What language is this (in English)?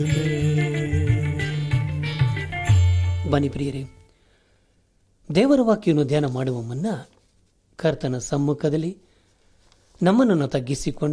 Kannada